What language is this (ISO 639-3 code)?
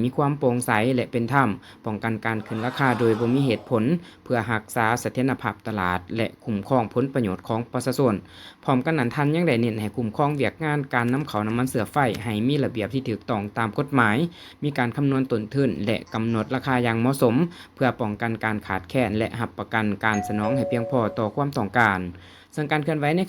lao